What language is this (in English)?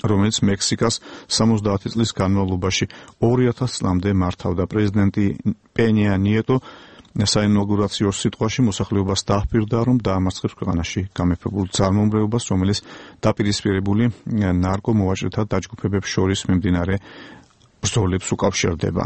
Georgian